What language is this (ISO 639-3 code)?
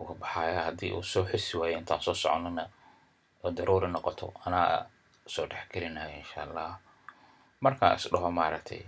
som